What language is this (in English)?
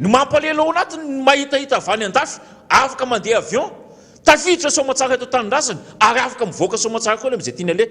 Malagasy